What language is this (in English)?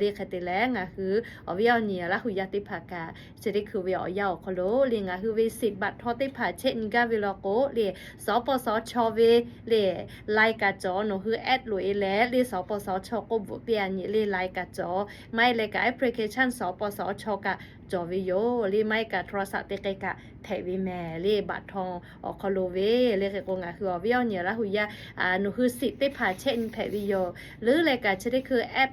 Lahu